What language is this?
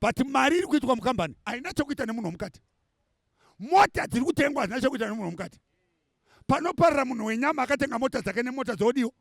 Shona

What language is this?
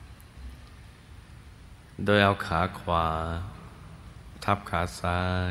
Thai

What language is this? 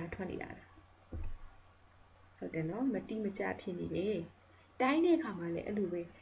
Burmese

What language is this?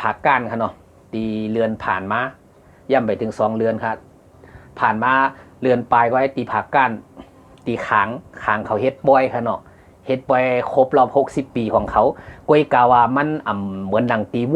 Shan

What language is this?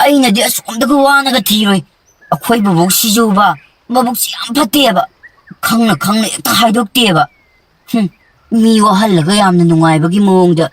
Manipuri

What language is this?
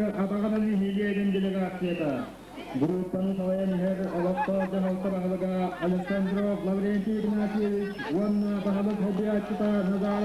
Yakut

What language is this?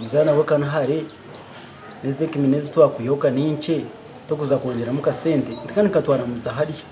Nyankole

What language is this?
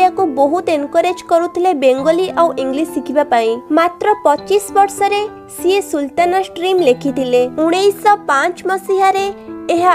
Odia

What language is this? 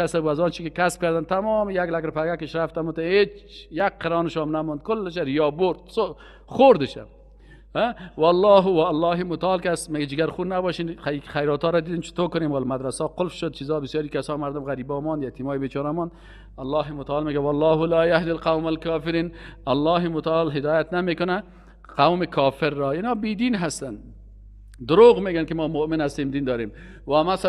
Persian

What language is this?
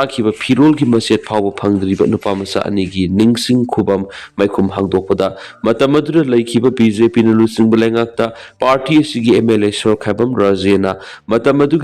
Manipuri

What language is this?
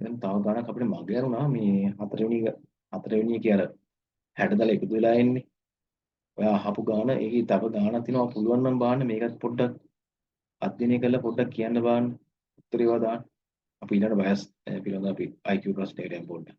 Sinhala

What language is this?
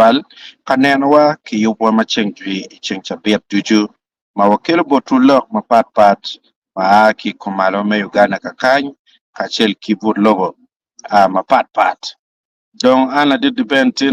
Acoli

